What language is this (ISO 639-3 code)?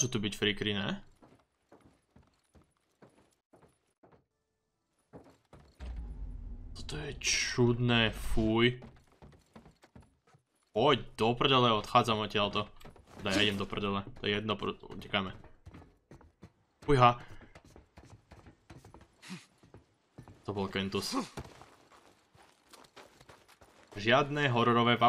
slk